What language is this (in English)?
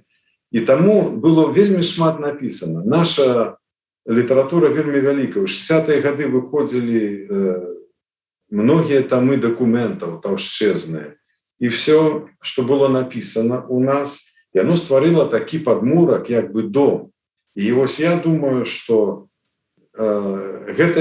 Belarusian